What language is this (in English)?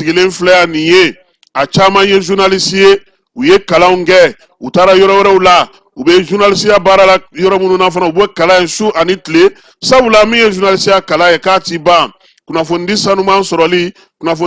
Bambara